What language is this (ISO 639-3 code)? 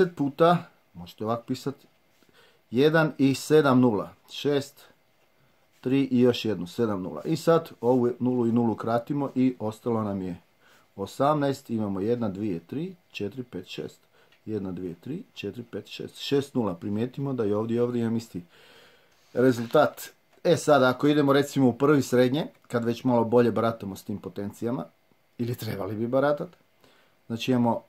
hrv